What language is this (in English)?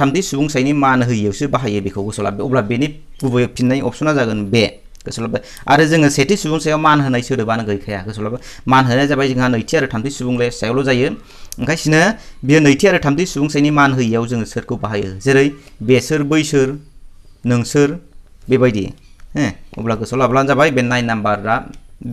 Bodo